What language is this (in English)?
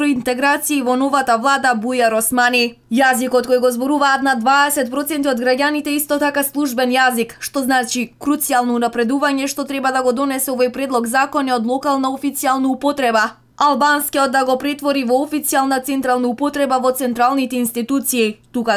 Macedonian